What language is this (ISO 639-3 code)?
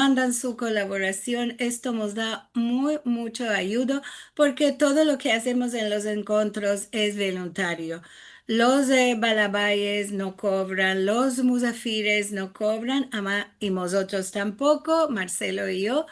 lad